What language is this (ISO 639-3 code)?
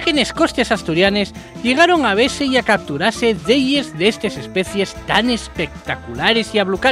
ast